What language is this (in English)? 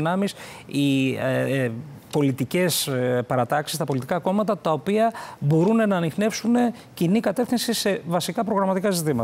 Greek